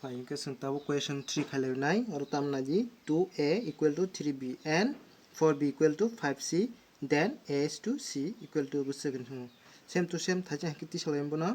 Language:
Kok Borok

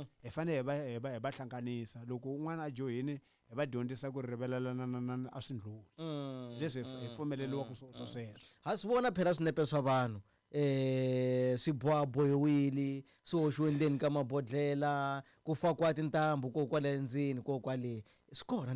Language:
Tsonga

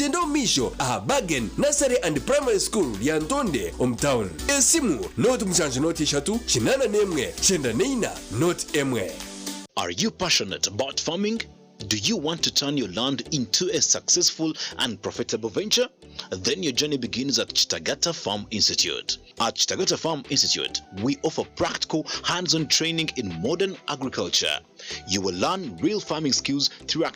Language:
Nyankole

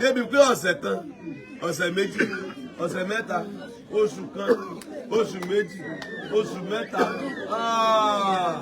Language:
Yoruba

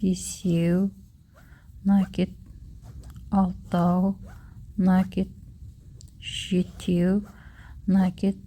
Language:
Kazakh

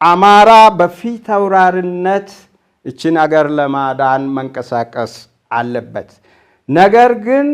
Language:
Amharic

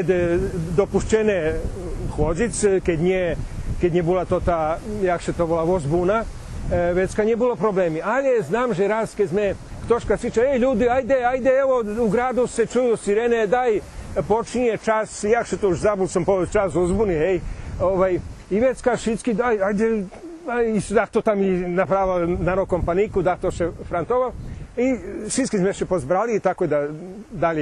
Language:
Rusyn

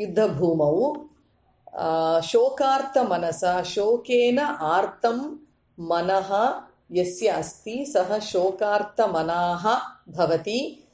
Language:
Sanskrit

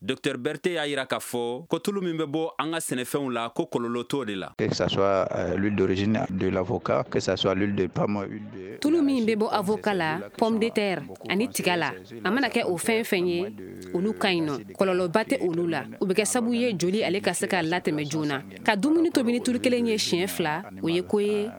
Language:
Bambara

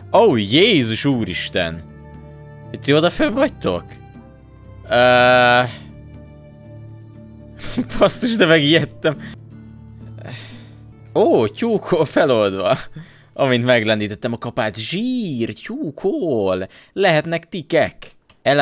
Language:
Hungarian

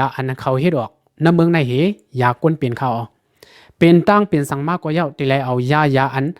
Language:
Lao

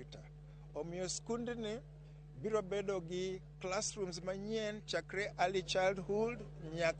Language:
Luo (Kenya and Tanzania)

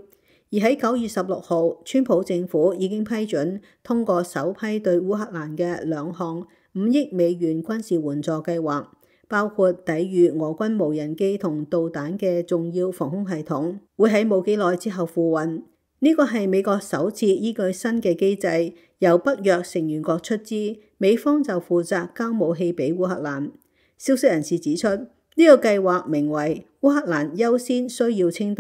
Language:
Cantonese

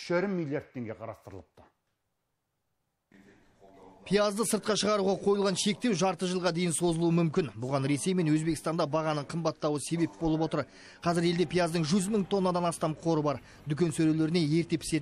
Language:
Kazakh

